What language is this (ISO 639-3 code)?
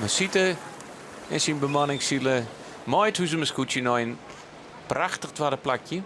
fry